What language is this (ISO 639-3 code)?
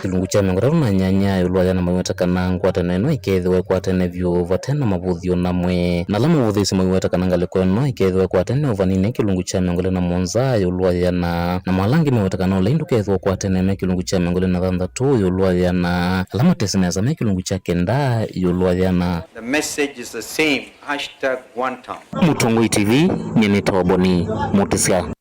kam